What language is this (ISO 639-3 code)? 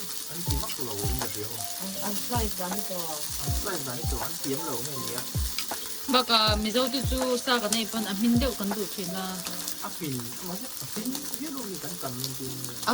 lus